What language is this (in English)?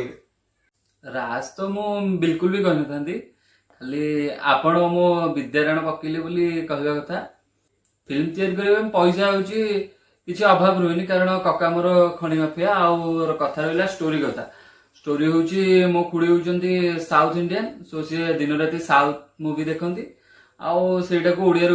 Odia